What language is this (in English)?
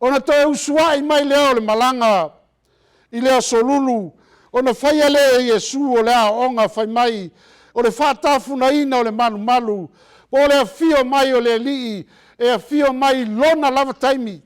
Samoan